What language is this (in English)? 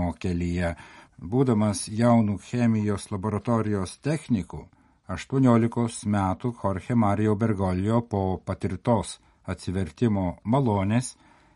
Lithuanian